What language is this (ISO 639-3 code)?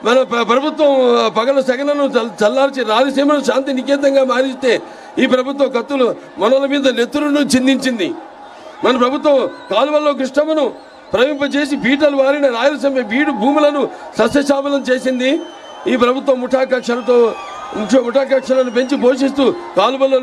tel